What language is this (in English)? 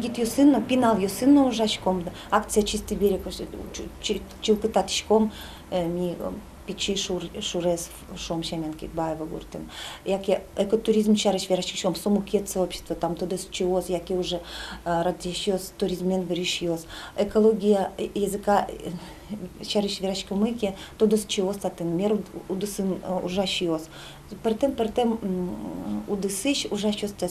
Udmurt